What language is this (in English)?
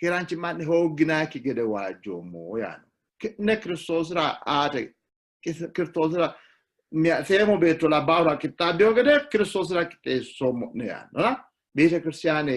Sidamo